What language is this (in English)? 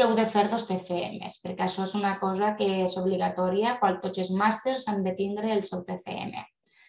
Catalan